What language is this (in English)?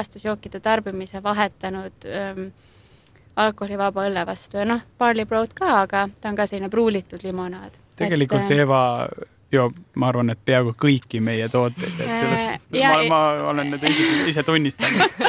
Estonian